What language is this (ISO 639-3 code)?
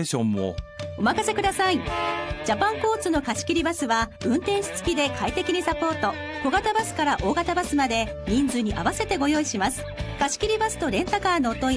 jpn